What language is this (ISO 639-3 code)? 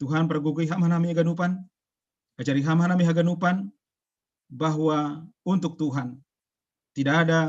bts